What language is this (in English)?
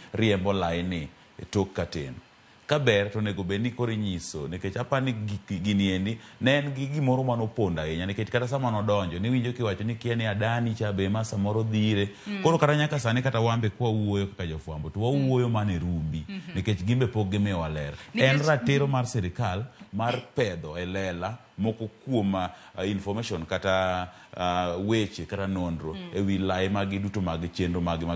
Luo (Kenya and Tanzania)